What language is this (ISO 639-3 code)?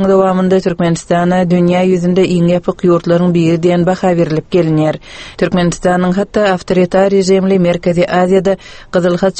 tuk